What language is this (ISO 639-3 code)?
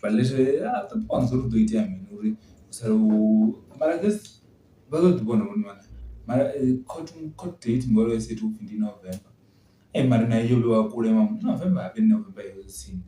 ven